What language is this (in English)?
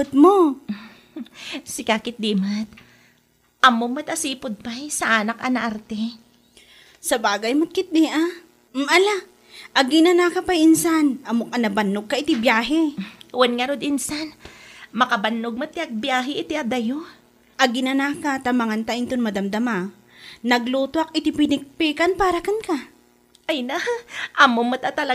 Iloko